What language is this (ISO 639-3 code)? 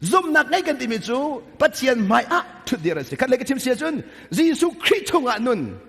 cnh